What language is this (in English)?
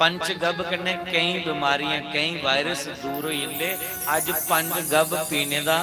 Dogri